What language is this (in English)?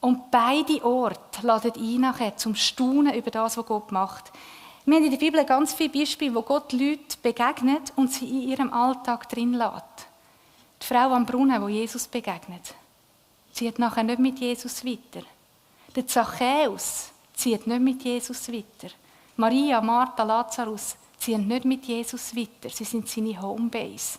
Swiss German